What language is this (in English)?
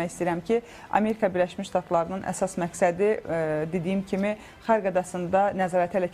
Azerbaijani